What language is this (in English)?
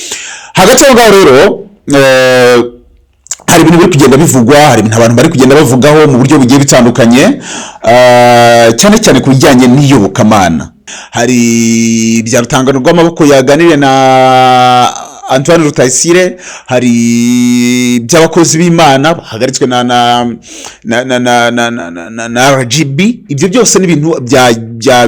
Kinyarwanda